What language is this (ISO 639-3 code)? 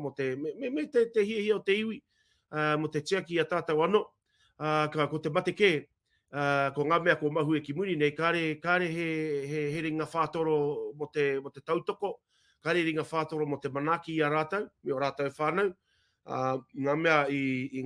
mri